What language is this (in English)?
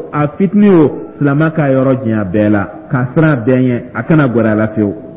Dyula